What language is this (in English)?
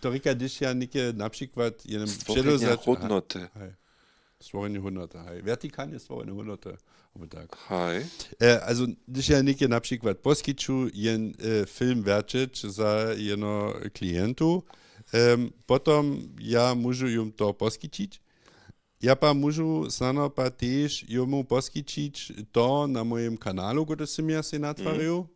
Upper Sorbian